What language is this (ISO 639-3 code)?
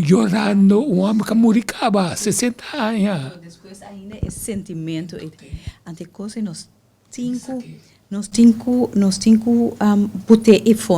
pap